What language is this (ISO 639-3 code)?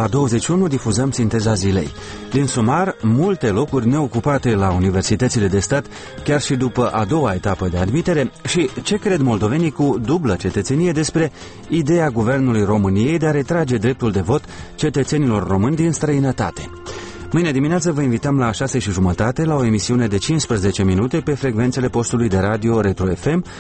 ron